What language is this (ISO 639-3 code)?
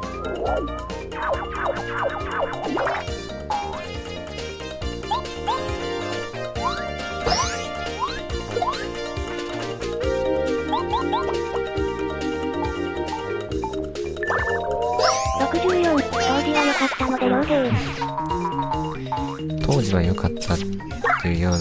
jpn